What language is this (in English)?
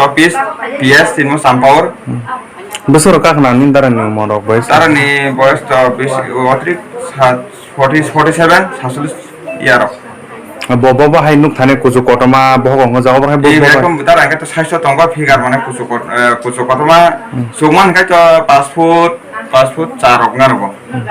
Kok Borok